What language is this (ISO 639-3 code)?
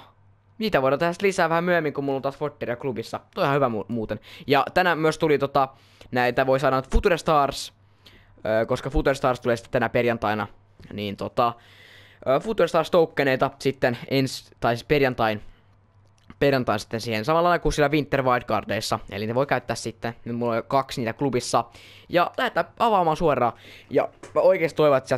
fin